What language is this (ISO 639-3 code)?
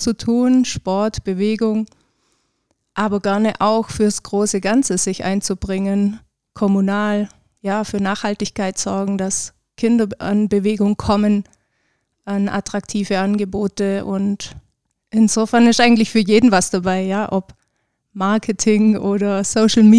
deu